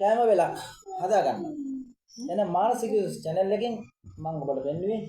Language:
Sinhala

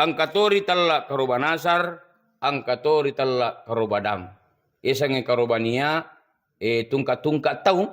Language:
Buginese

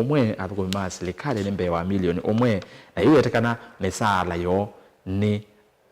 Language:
Kamba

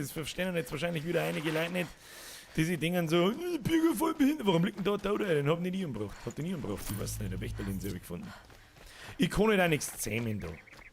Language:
Bavarian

